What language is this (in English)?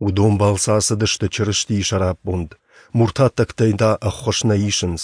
Ossetic